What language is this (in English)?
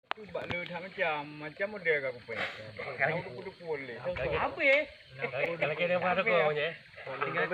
Achinese